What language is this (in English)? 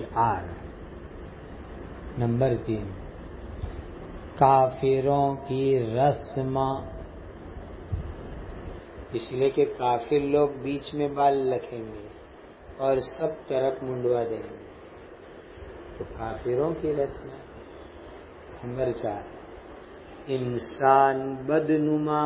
Urdu